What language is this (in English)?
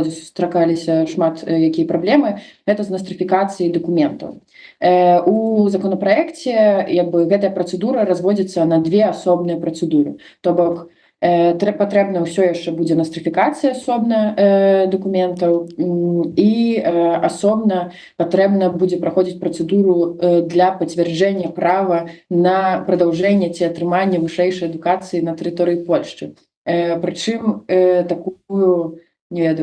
Belarusian